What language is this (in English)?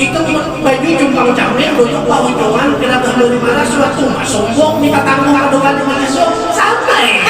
Banjar